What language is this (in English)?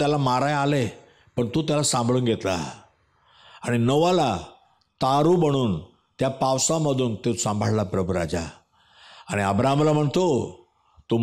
Marathi